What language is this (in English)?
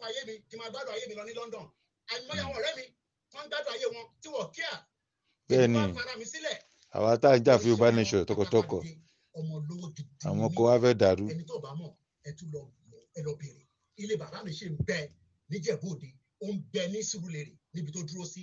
Yoruba